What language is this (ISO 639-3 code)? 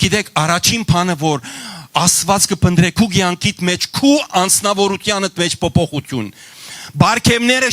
hyw